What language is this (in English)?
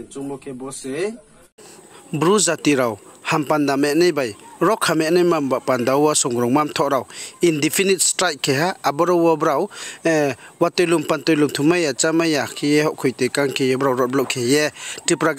Riang (India)